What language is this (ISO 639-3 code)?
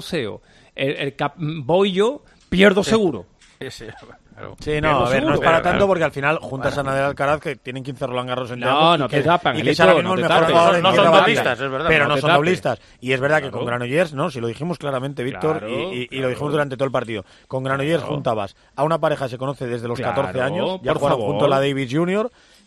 spa